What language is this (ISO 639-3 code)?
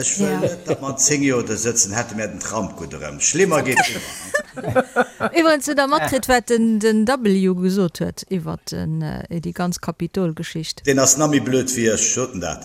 ltz